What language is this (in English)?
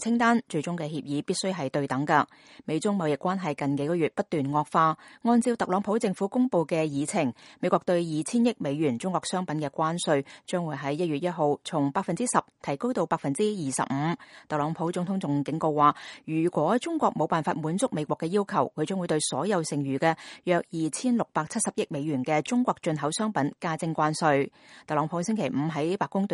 Cantonese